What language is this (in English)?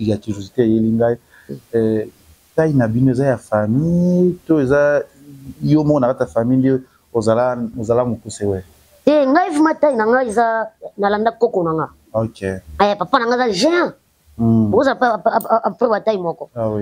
Lingala